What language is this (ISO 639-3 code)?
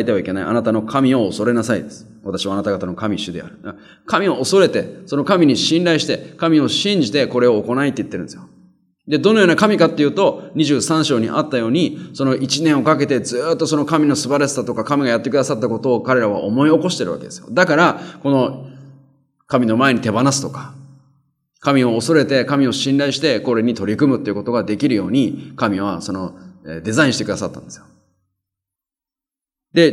jpn